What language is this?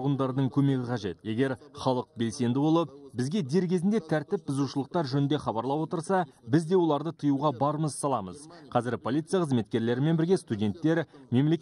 Kazakh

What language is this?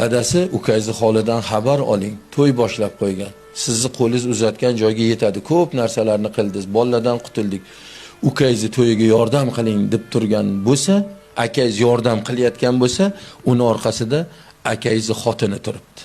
Uzbek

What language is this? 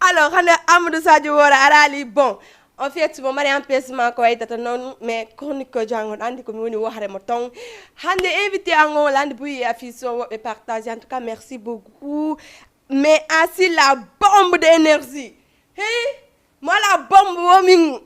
Fula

